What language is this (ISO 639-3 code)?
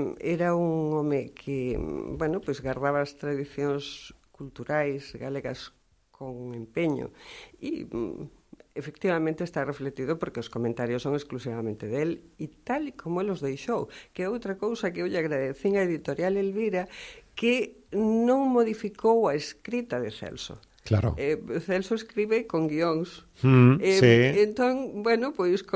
glg